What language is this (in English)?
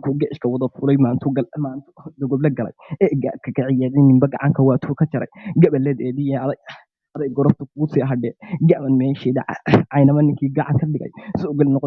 Somali